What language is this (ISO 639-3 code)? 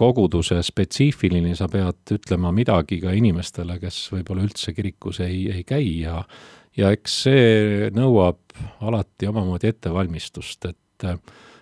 est